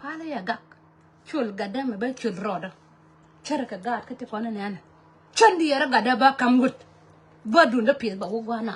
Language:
Nuer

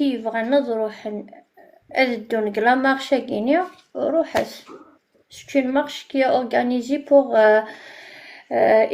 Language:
Kabyle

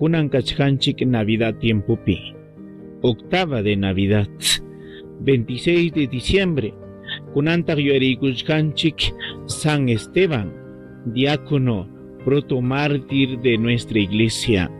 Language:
Ayacucho Quechua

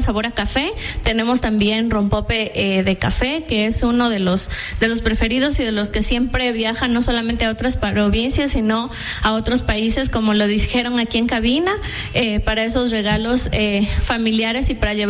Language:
Spanish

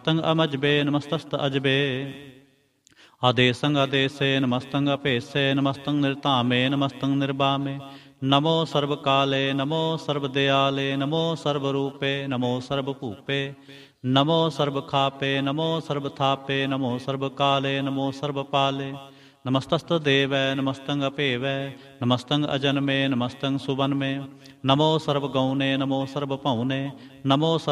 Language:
Punjabi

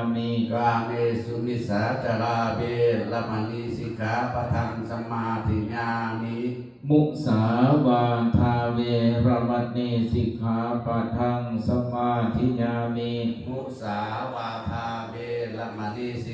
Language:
Pali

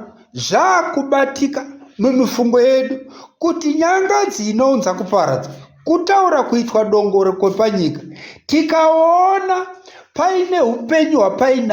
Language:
Shona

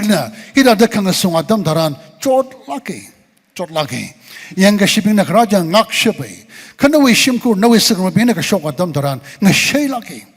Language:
Tangkhul Naga (India)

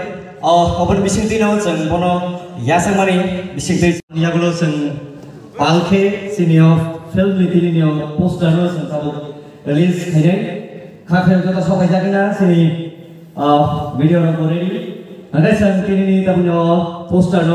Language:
Kok Borok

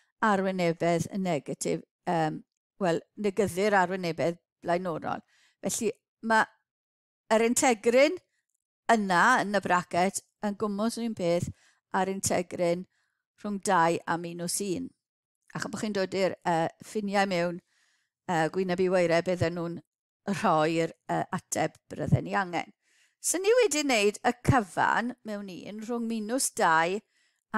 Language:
Welsh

